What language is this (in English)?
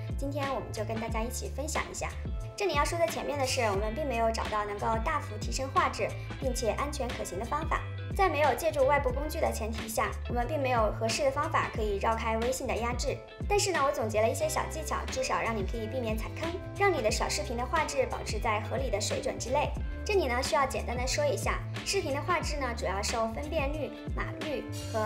Chinese